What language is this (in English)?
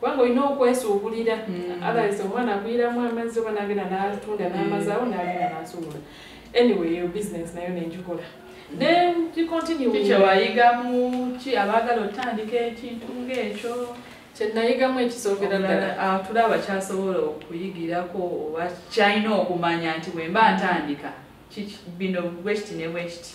Ganda